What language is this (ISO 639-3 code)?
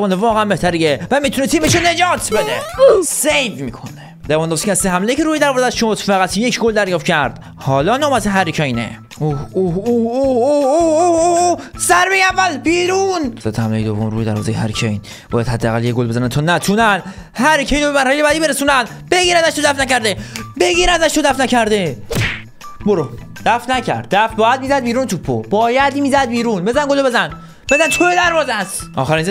fas